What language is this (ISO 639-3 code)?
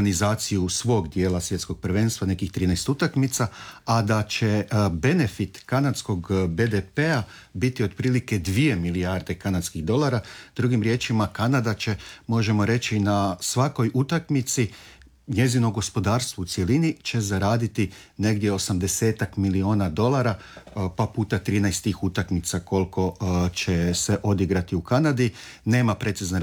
hrv